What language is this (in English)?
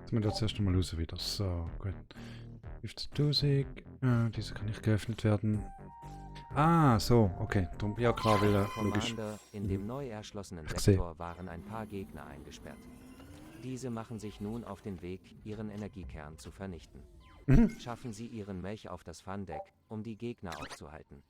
Swiss German